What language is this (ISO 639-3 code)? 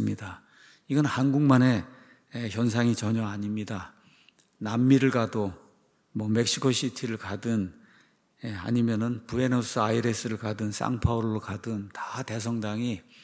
kor